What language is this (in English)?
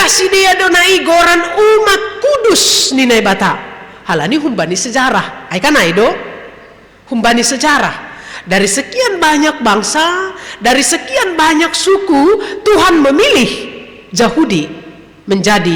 Batak Simalungun